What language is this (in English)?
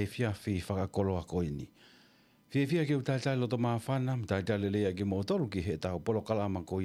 Tongan